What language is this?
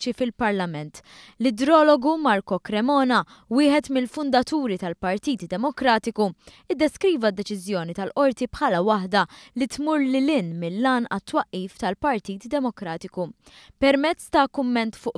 Maltese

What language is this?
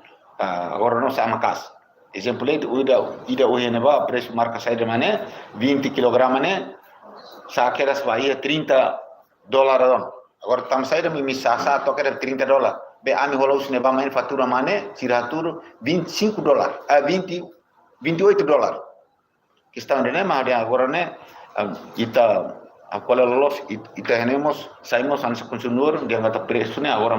Tetum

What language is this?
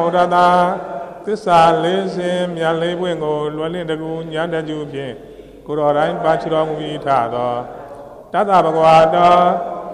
Burmese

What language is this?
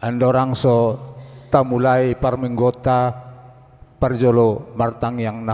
Batak Toba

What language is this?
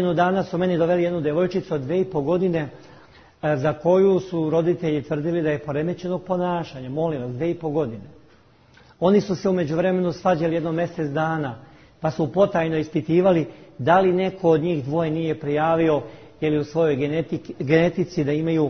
Serbian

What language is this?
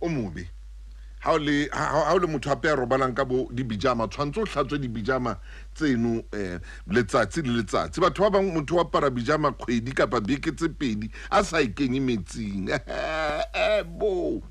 Southern Sotho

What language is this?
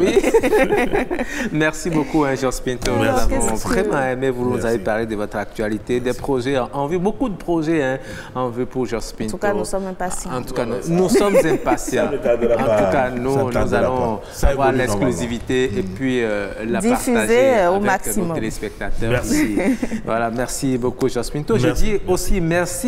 French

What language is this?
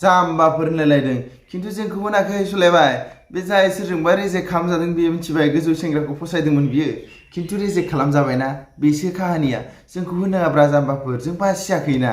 Bodo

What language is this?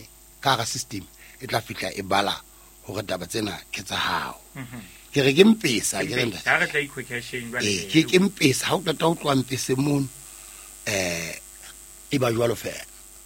Southern Sotho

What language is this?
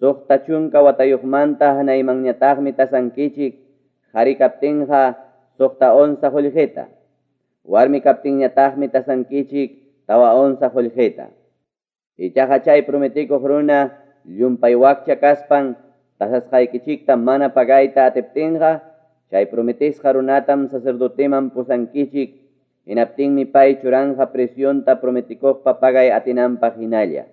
Ayacucho Quechua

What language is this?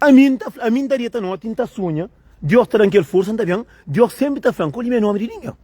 Kabuverdianu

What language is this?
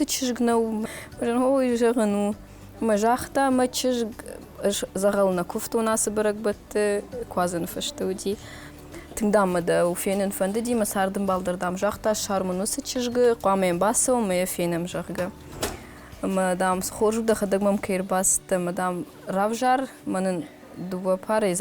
Ossetic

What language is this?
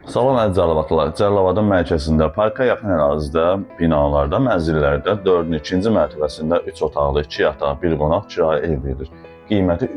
Azerbaijani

